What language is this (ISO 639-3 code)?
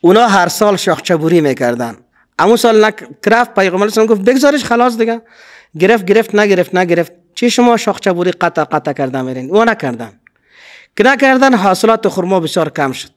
fas